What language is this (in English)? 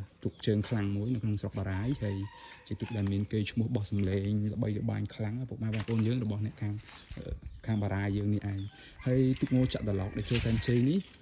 Khmer